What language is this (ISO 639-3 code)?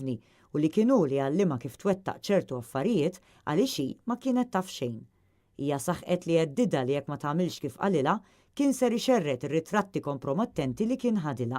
mlt